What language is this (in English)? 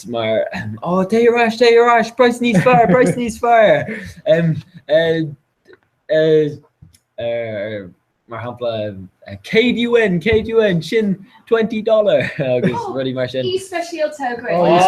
Irish